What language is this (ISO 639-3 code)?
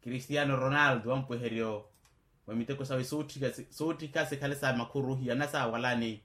vmw